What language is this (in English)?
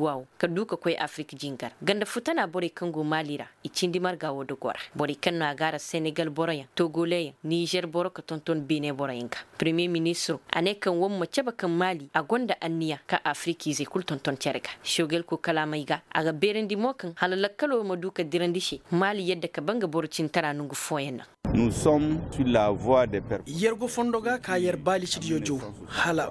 Koyraboro Senni